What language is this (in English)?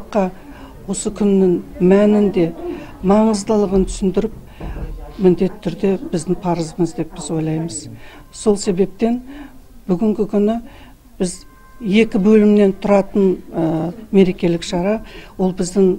Kazakh